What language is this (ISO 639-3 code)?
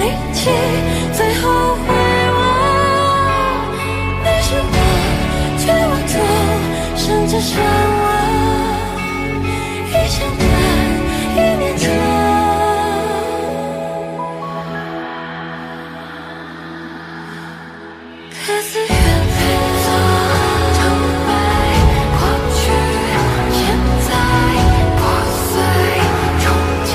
zho